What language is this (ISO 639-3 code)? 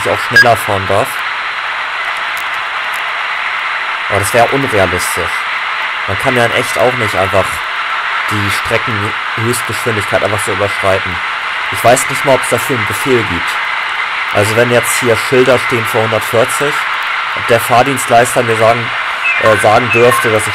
deu